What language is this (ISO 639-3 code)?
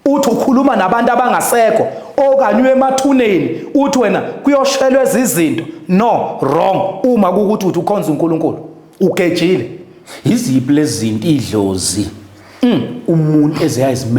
zul